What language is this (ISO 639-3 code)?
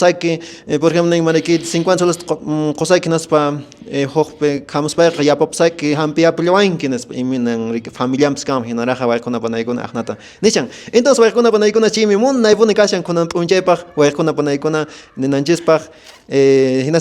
que